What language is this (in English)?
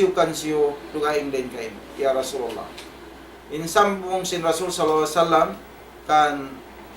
Tausug